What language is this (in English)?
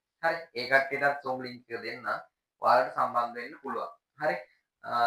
Sinhala